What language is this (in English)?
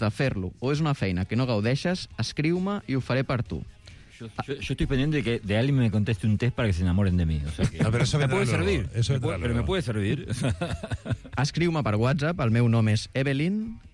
Catalan